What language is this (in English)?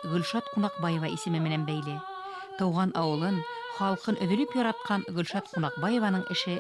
Bashkir